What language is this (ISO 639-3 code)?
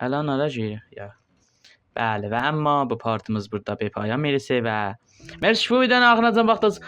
azb